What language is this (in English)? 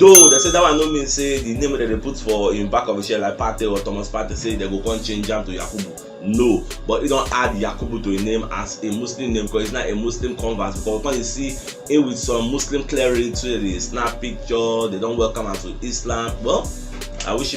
Nigerian Pidgin